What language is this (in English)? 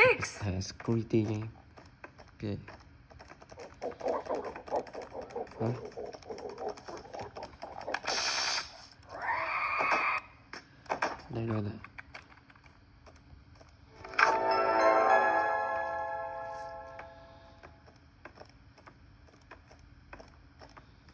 Vietnamese